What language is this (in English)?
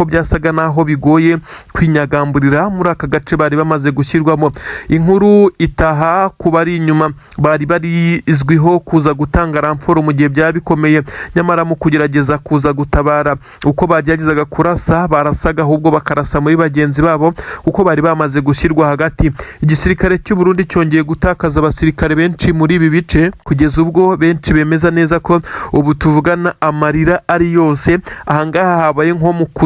Kinyarwanda